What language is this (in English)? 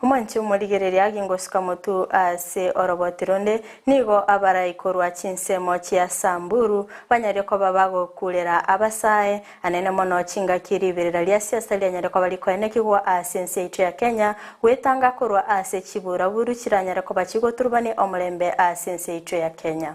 Gusii